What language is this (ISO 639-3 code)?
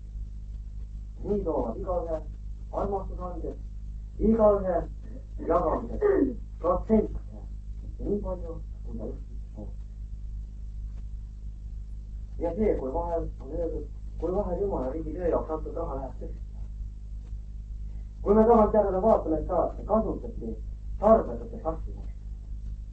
est